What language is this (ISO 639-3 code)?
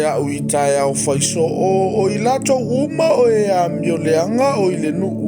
smo